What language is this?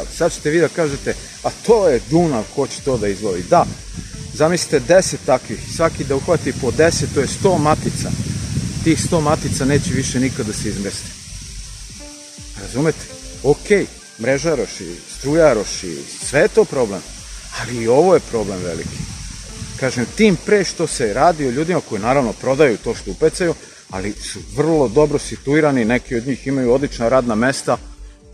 Serbian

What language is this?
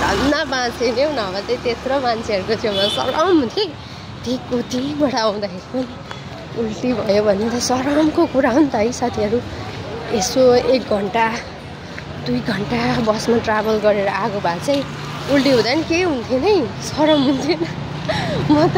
Nepali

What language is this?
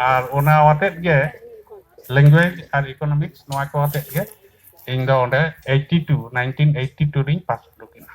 Santali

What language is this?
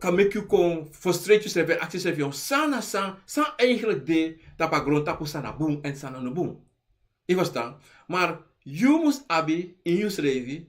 Sranan Tongo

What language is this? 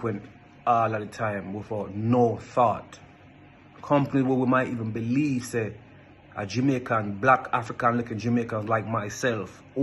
Jamaican Creole English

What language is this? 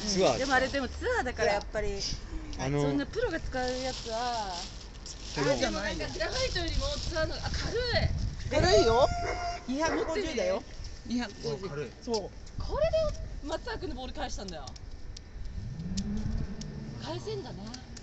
Japanese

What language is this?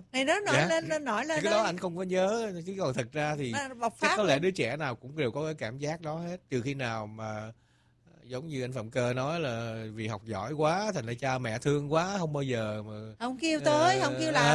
Vietnamese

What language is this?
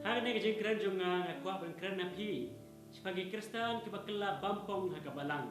Khasi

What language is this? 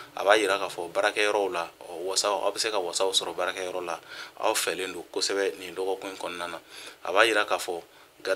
Bambara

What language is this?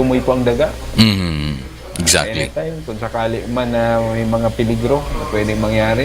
Bikol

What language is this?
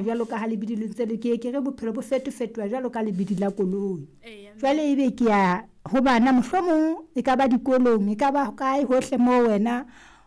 Southern Sotho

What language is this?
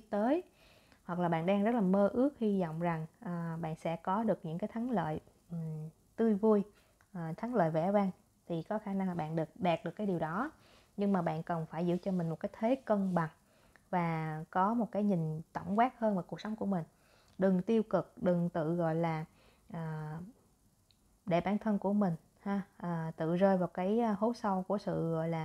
Vietnamese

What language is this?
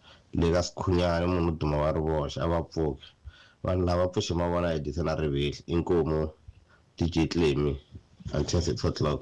Tsonga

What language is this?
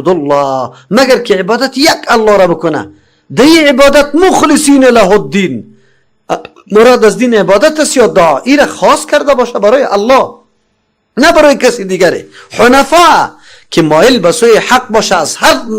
Persian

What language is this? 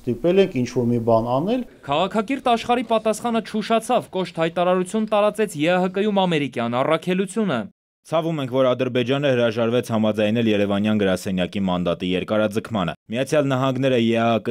Armenian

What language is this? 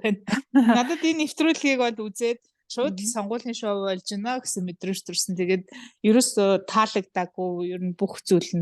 Mongolian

